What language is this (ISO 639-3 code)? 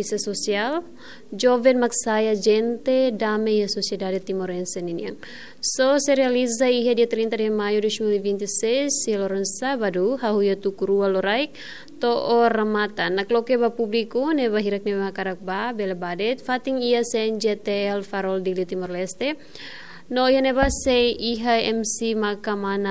tet